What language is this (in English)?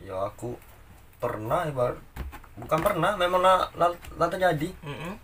Musi